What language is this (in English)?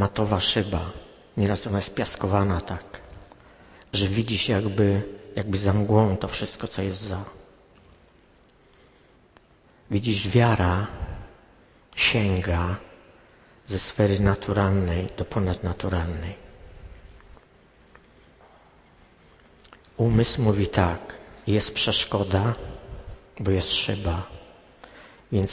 Polish